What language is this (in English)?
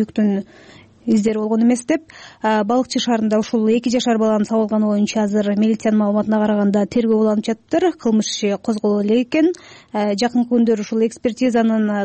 Kyrgyz